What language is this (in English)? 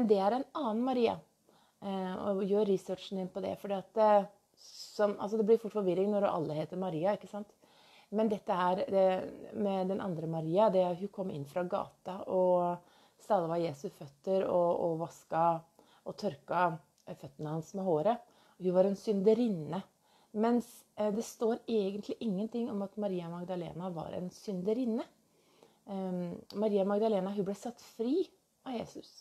Norwegian